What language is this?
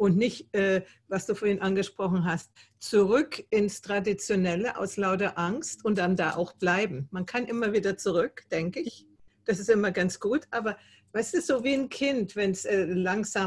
German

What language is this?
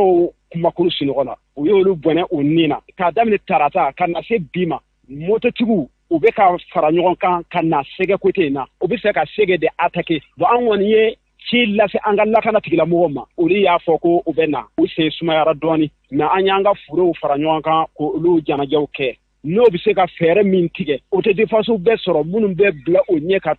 Bambara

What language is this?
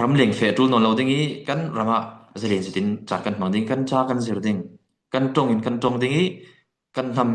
Falam Chin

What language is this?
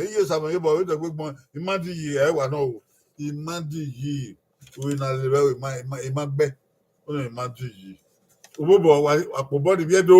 Bini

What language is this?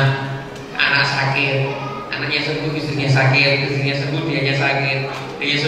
Indonesian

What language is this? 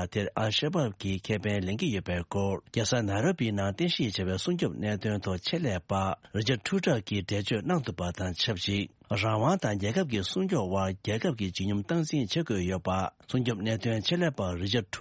Tibetan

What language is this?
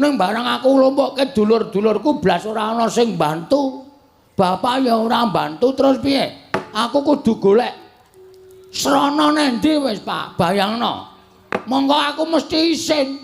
Javanese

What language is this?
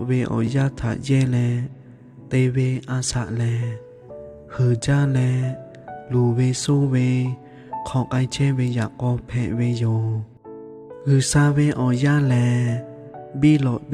Lahu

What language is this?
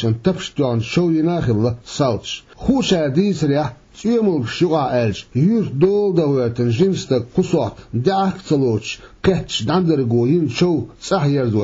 Chechen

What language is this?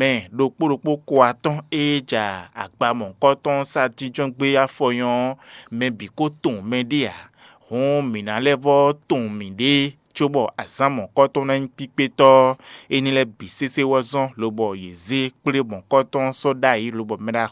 Fon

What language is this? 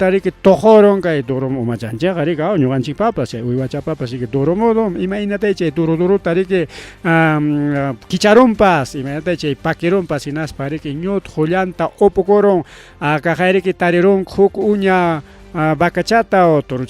Ayacucho Quechua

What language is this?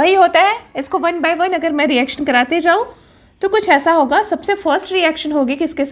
Hindi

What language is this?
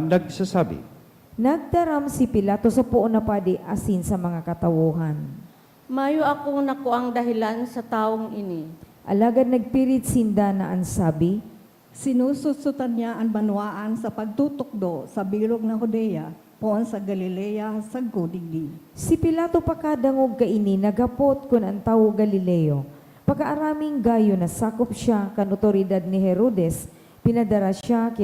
Bikol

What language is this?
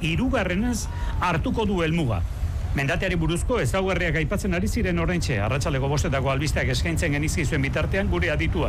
Basque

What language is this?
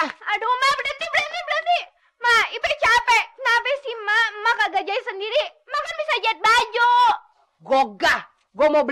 Betawi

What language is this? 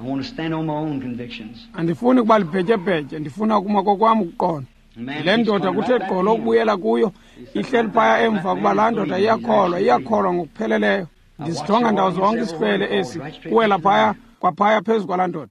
Xhosa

